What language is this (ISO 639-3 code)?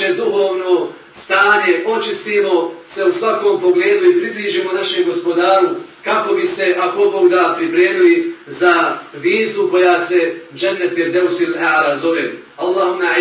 bos